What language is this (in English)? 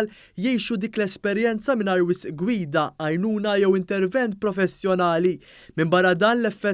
Maltese